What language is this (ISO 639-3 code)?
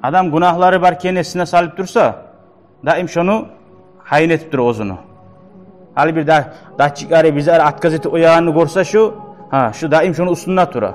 kum